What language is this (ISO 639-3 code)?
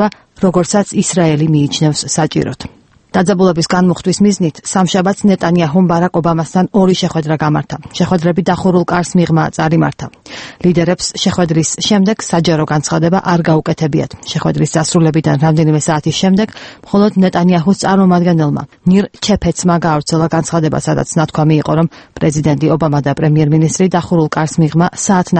kat